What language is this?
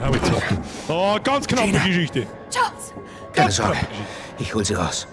Bavarian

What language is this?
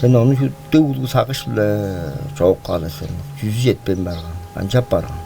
Tuvinian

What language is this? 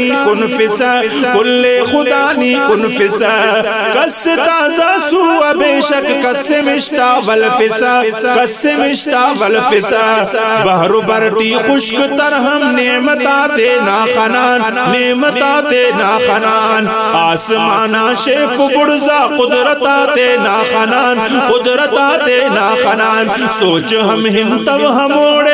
Brahui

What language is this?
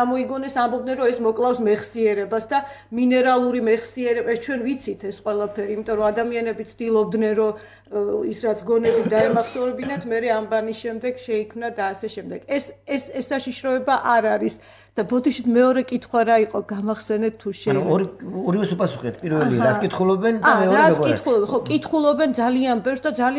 Georgian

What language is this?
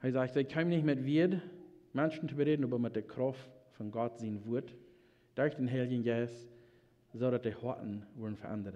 Plautdietsch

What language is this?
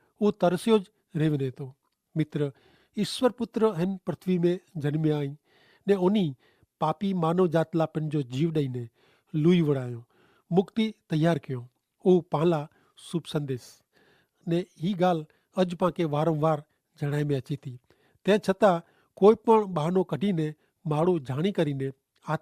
Kachhi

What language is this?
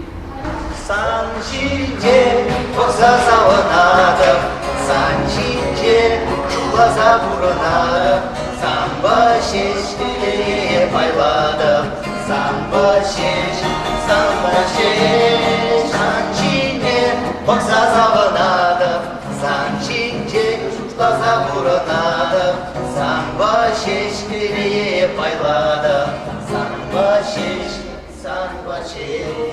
Chuvash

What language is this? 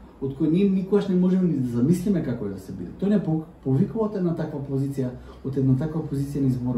Macedonian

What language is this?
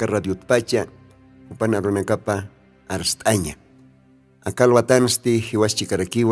Aymara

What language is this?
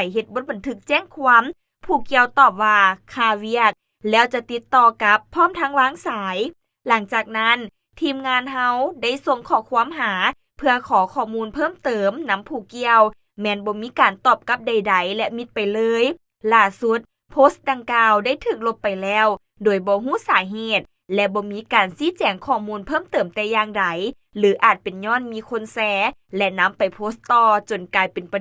Lao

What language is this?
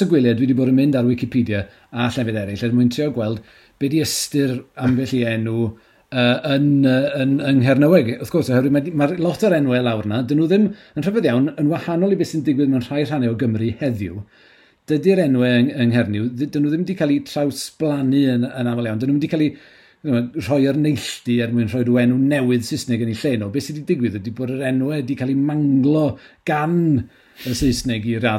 Welsh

